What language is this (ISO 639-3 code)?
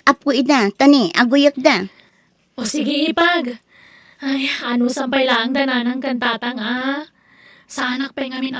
ilo